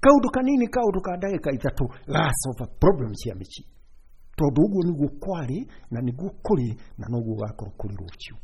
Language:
Kikuyu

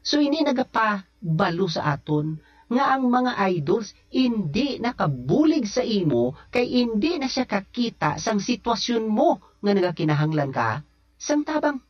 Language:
Hiligaynon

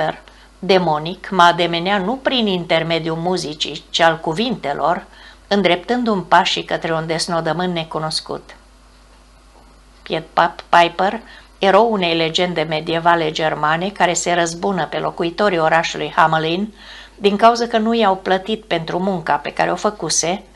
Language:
Romanian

